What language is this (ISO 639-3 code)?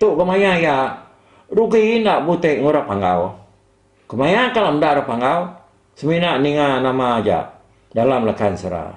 iba